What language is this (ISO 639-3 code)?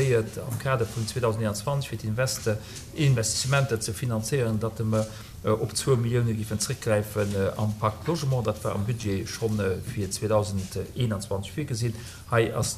ltz